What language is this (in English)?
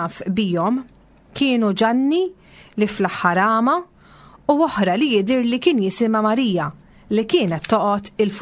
Maltese